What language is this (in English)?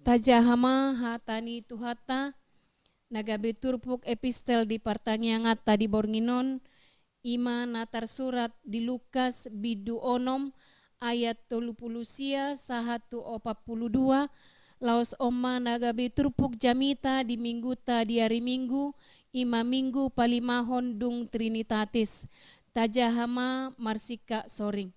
Batak Toba